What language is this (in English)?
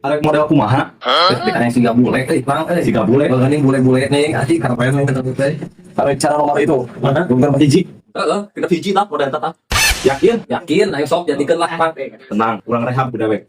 Sundanese